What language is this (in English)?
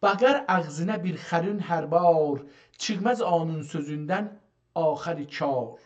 South Azerbaijani